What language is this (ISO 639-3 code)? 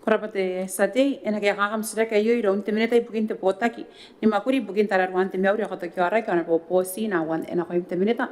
gil